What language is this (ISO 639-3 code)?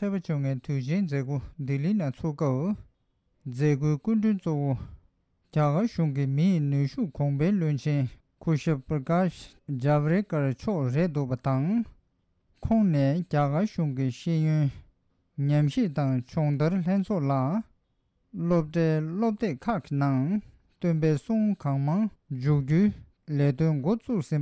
bod